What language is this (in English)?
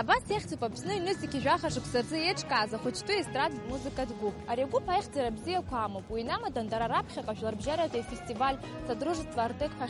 Abkhazian